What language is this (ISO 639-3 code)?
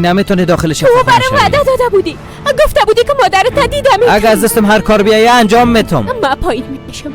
fas